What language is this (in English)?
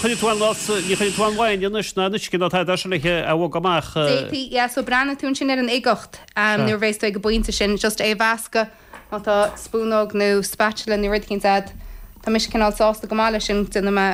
Irish